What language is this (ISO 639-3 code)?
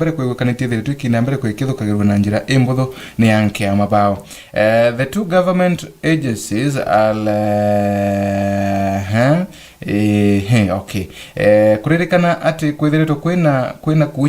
mer